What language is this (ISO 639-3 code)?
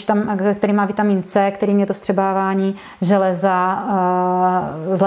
ces